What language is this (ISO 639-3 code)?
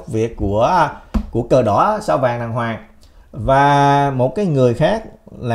vie